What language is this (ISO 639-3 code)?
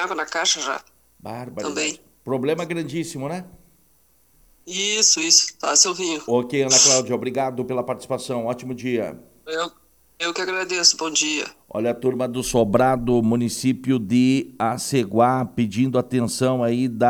por